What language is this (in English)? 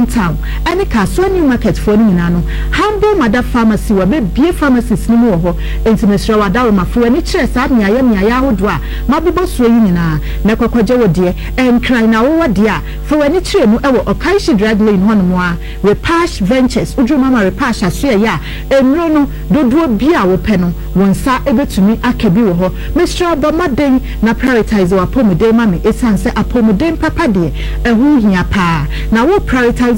Akan